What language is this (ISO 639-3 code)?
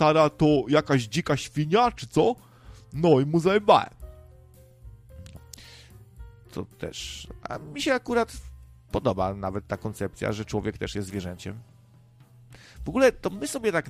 pol